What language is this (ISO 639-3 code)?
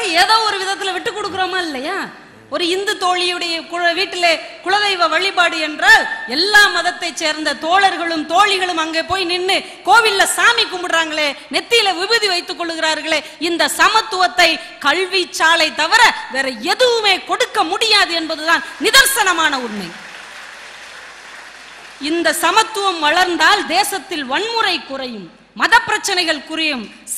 tam